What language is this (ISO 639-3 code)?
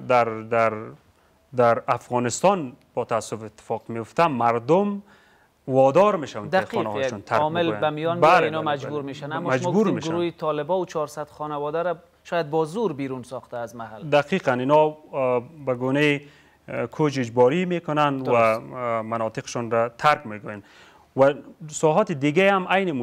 fas